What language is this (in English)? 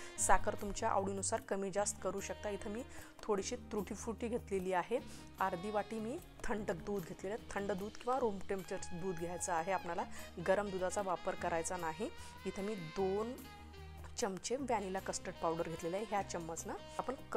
Marathi